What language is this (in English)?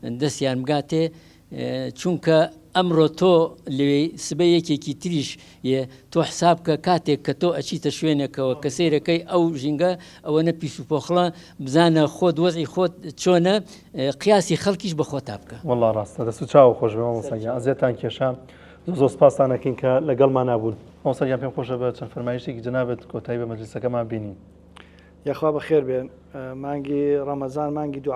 Central Kurdish